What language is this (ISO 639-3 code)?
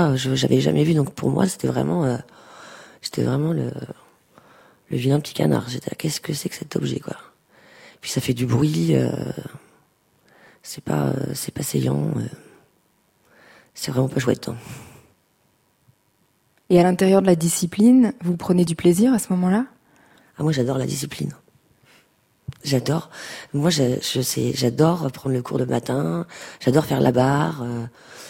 fra